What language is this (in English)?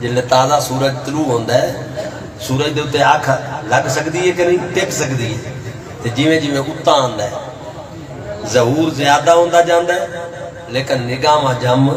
Saraiki